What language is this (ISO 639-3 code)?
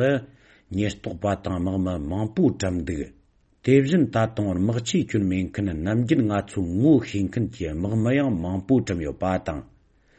bod